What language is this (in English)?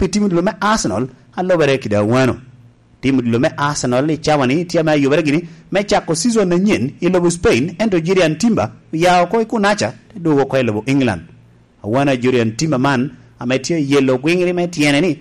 Lango (Uganda)